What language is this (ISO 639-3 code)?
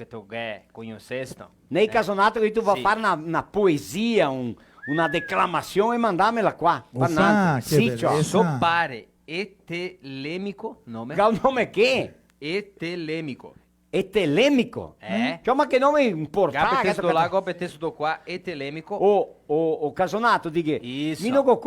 vec